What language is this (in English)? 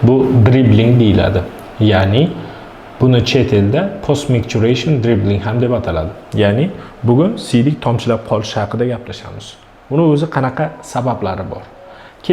Uzbek